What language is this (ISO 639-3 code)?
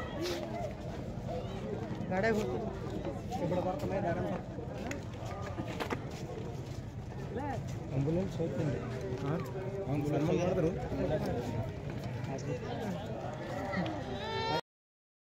kan